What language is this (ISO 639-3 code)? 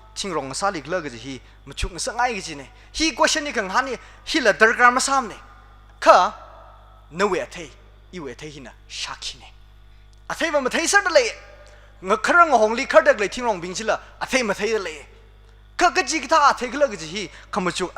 nmf